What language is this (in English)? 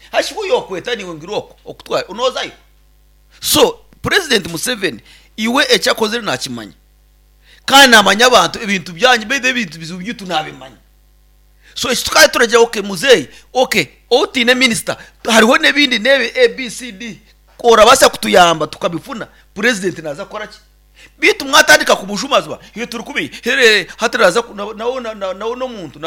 Nyankole